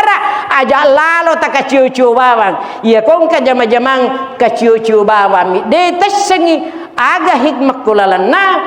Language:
Buginese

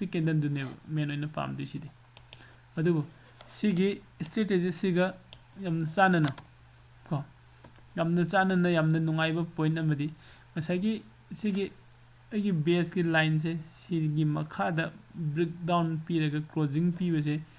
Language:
Manipuri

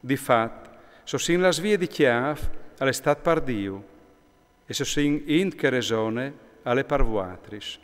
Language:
Friulian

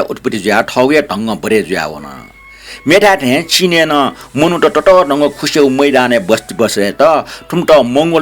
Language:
Newari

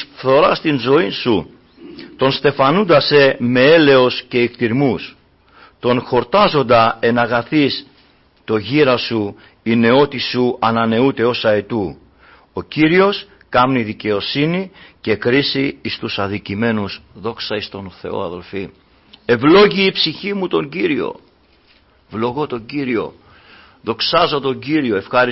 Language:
Greek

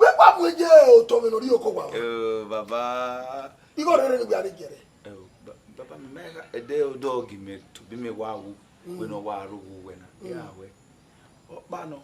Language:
Bini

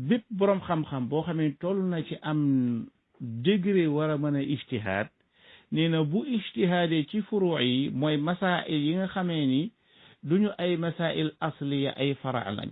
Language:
Wolof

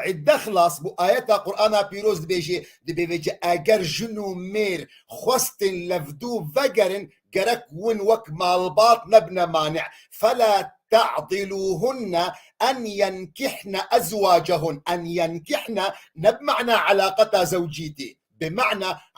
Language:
Kurdish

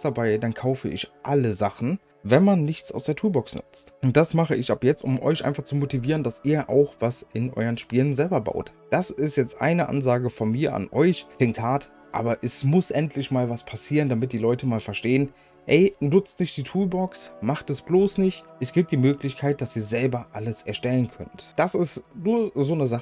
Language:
German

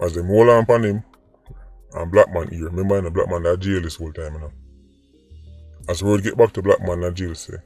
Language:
Jamaican Creole English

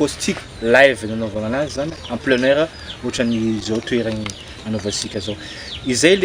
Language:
Malagasy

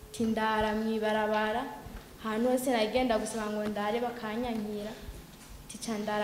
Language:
Rundi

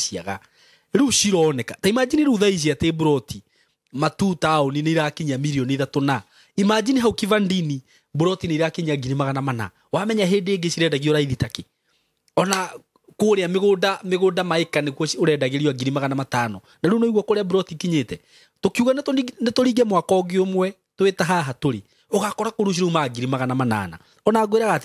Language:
Kikuyu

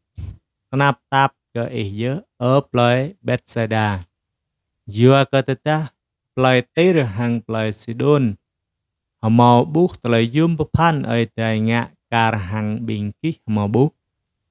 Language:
Jarai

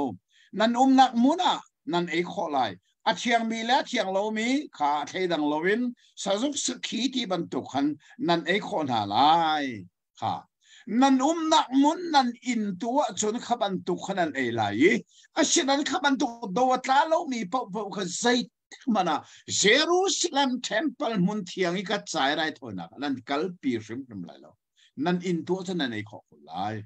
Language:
Hakha Chin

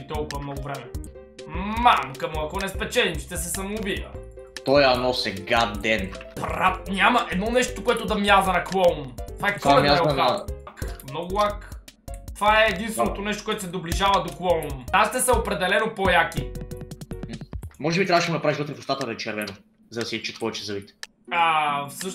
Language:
Bulgarian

